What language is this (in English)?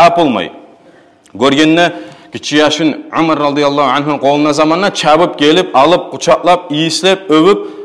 Kumyk